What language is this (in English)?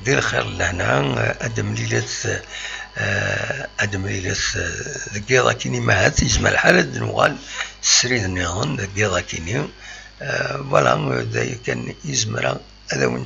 Kabyle